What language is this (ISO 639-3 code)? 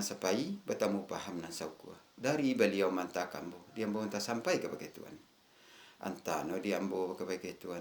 min